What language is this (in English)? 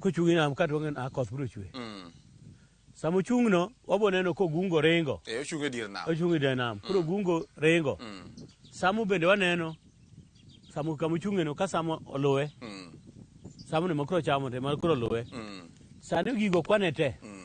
Luo (Kenya and Tanzania)